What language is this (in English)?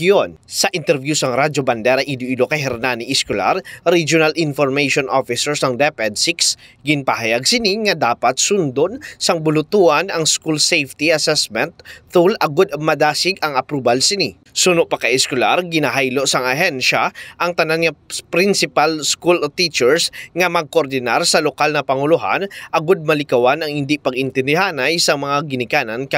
Hiligaynon